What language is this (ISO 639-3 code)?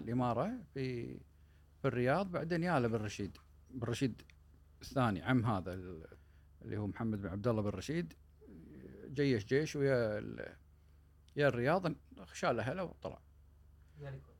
afb